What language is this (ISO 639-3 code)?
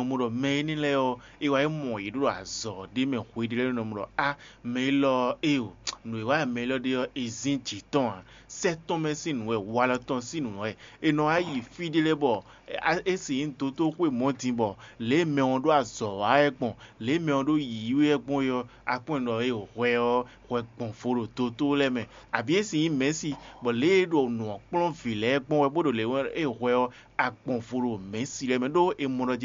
fon